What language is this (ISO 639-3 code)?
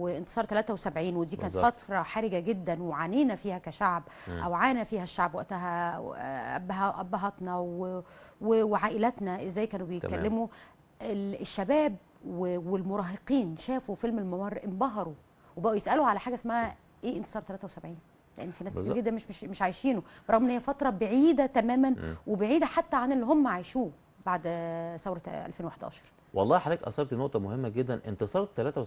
arz